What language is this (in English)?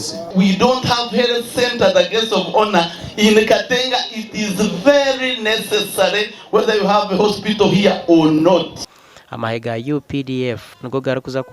Nyankole